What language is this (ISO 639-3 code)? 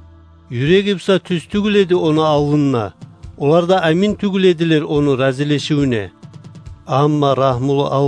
kum